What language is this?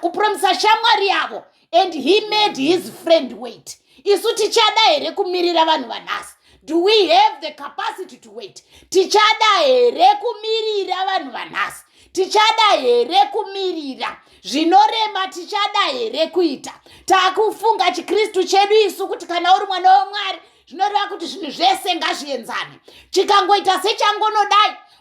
Shona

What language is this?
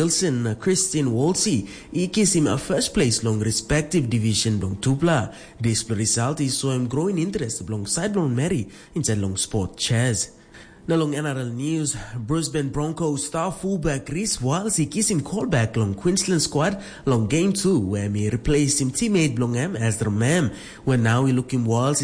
Tok Pisin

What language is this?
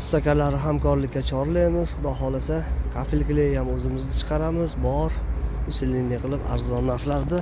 Uzbek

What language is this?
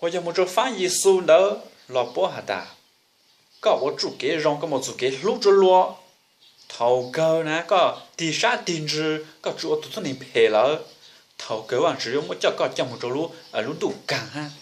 Hmong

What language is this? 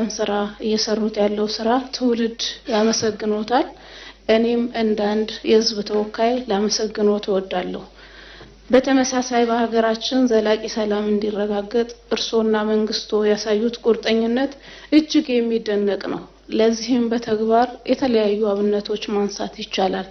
Amharic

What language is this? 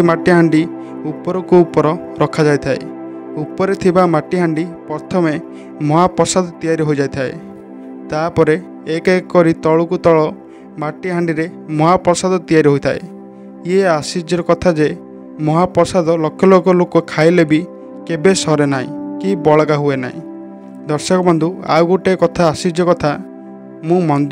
Odia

